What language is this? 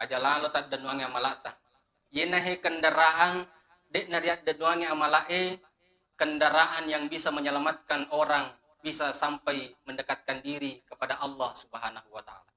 Buginese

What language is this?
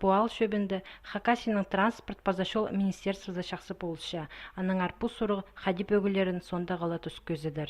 Khakas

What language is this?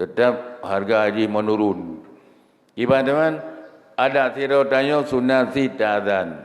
Achinese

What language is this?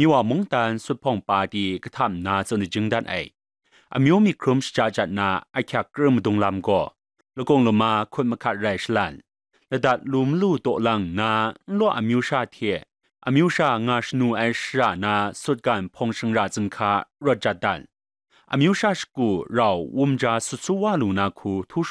Kachin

